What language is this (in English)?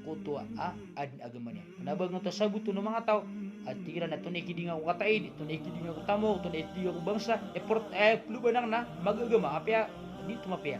Maranao